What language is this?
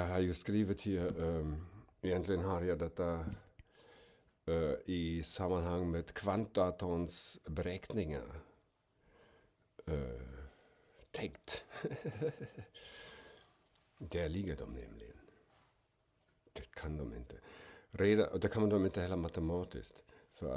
Swedish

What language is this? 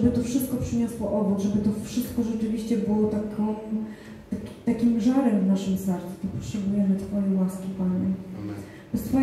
Polish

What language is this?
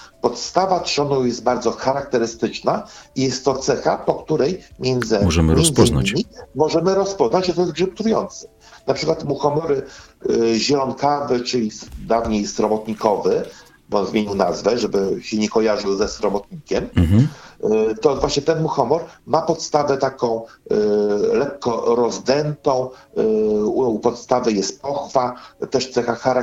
Polish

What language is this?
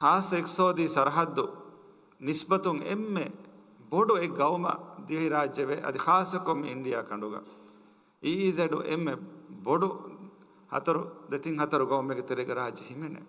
Divehi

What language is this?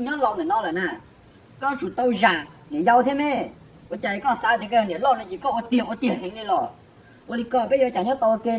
Hmong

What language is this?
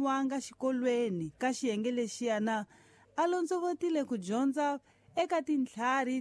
Tsonga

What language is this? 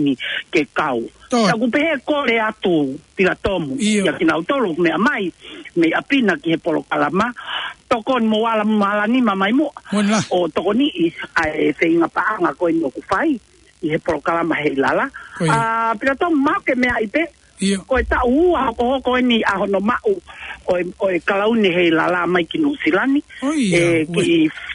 Tongan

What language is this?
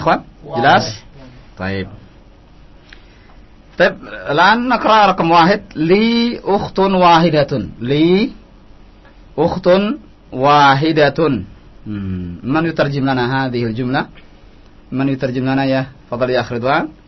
Indonesian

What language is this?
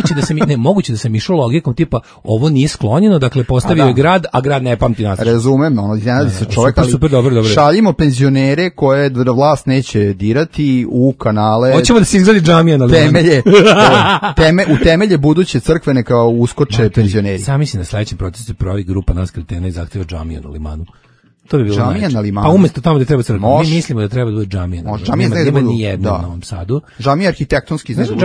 Serbian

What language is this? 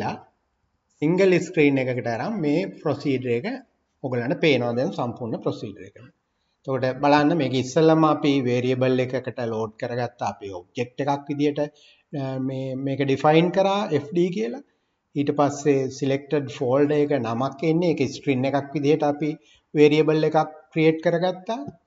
Sinhala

